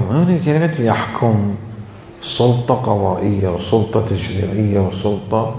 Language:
Mesopotamian Arabic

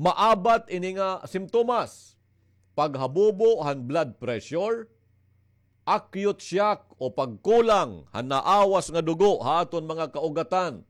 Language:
Waray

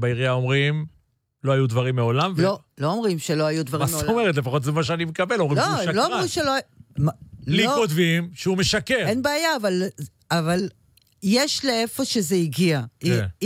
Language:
Hebrew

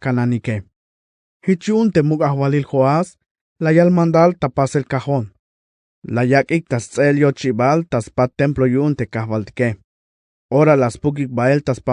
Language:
Tzeltal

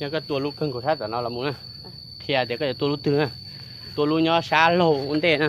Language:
Hmong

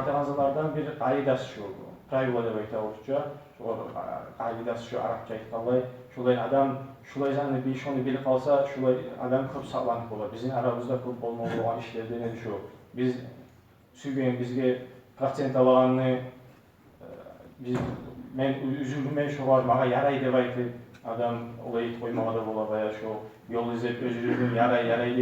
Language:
Kumyk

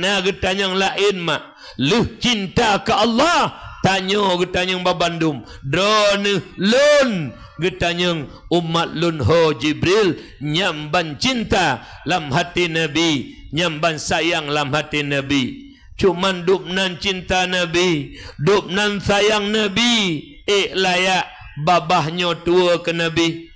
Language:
Achinese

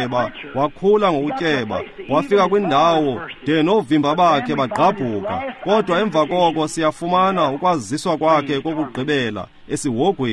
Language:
Xhosa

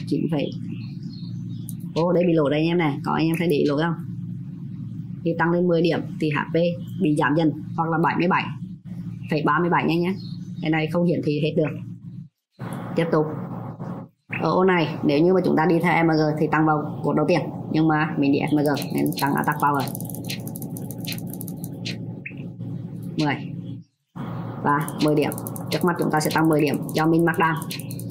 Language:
Vietnamese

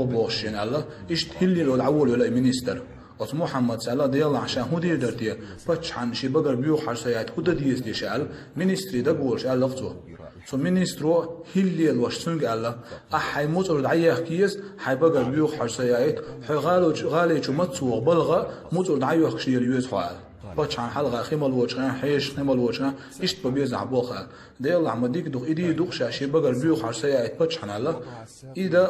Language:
Chechen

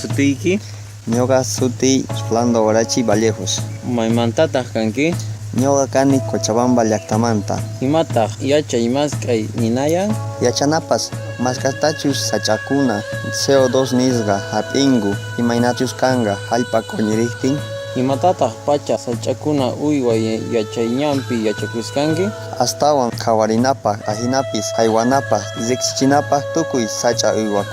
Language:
Quechua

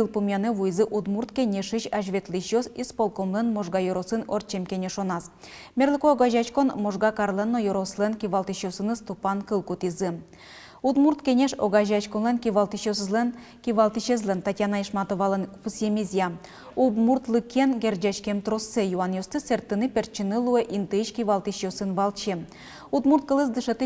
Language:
Udmurt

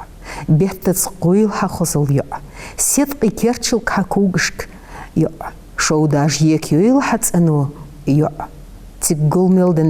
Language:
Ingush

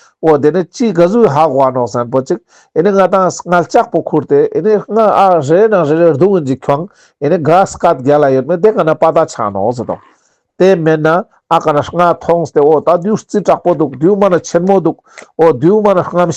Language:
Ladakhi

